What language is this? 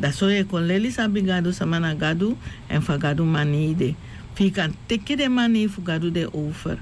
Sranan Tongo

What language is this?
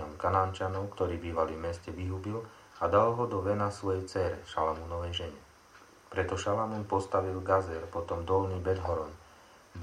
Slovak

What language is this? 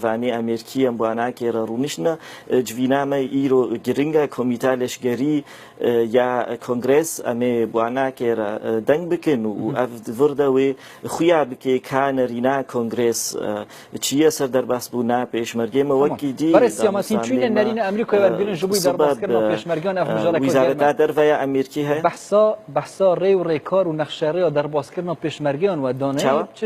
Kurdish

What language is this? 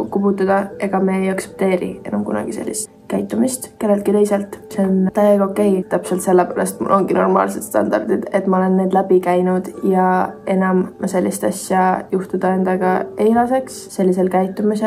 Estonian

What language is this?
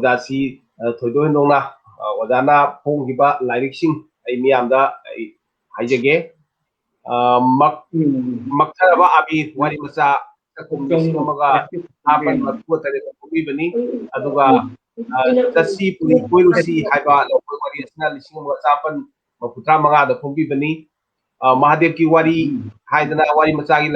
Manipuri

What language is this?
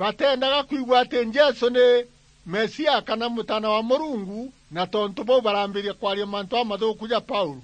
Meru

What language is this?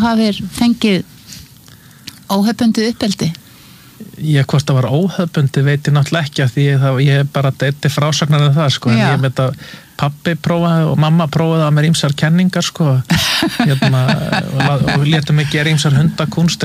Icelandic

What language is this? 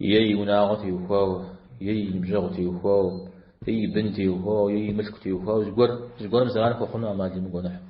Kabardian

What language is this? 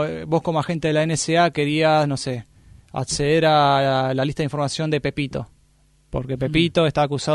Spanish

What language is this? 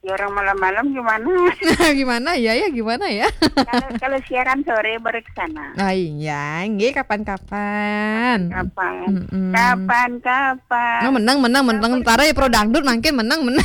Balinese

